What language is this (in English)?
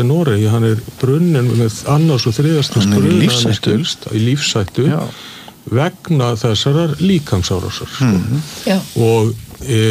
Icelandic